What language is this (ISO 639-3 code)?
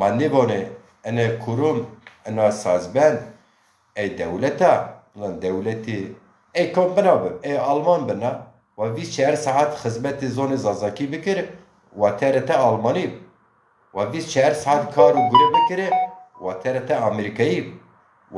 zza